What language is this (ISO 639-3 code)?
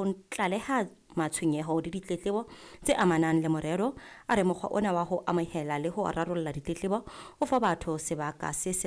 sot